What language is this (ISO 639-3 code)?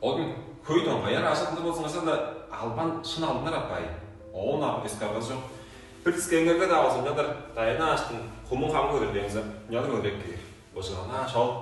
tyv